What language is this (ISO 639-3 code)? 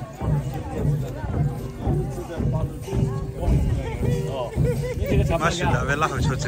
lhu